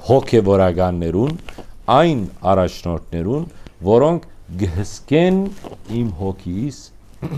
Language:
Western Armenian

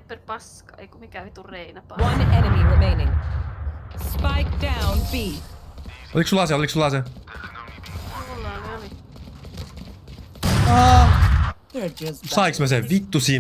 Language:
Finnish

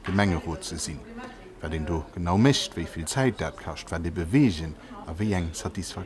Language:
Luxembourgish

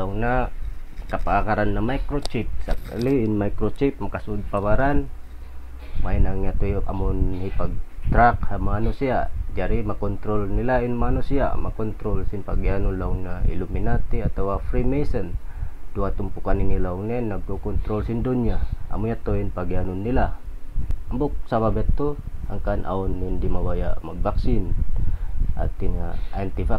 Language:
Tausug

